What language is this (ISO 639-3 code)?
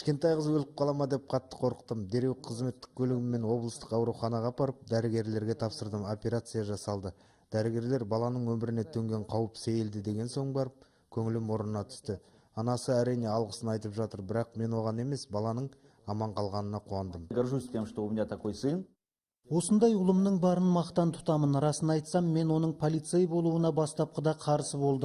kaz